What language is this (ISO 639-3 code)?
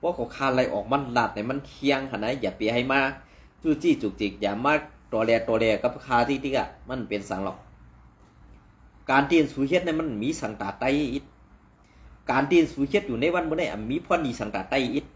shn